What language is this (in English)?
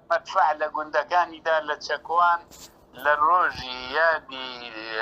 Central Kurdish